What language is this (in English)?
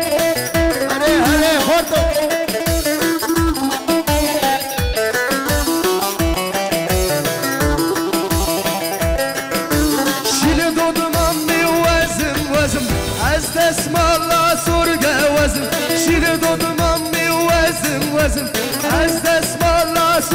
Persian